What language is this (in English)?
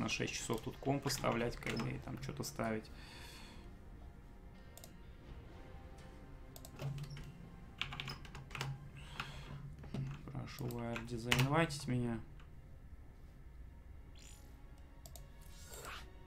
Russian